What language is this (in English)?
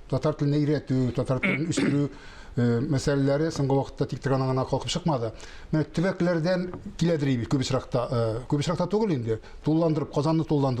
Tatar